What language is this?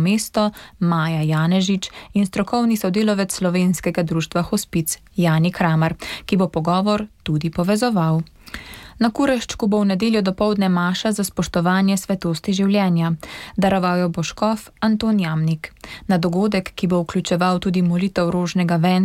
Slovenian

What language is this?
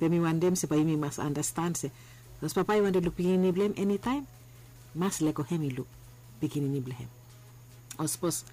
Bislama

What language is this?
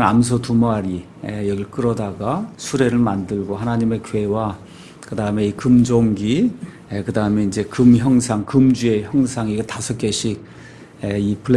Korean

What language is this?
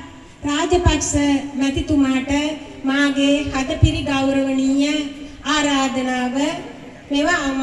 Sinhala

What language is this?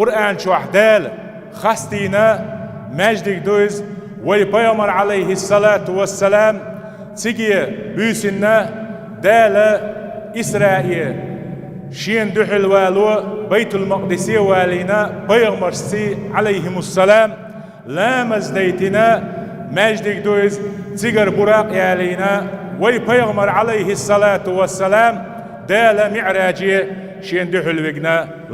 Chechen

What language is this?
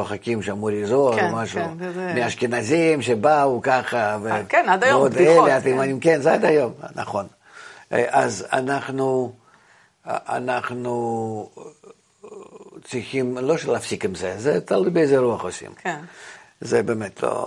Hebrew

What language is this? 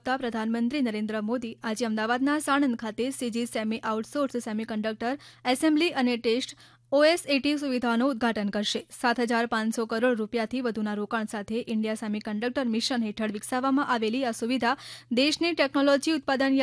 Gujarati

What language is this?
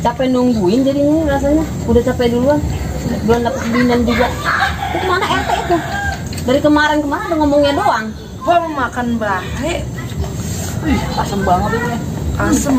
Betawi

